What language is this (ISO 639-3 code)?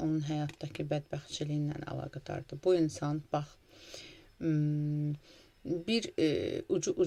aze